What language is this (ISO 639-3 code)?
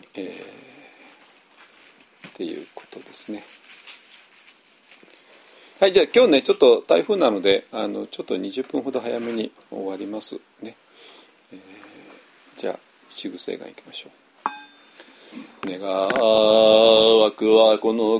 jpn